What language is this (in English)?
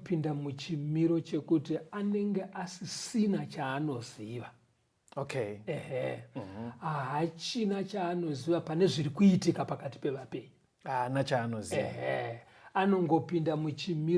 Shona